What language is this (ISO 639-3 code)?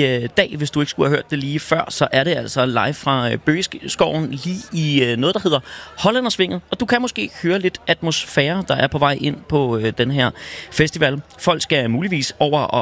dan